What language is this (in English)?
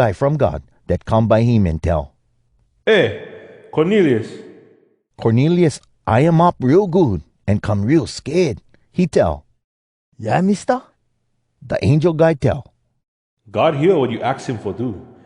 Hawai'i Creole English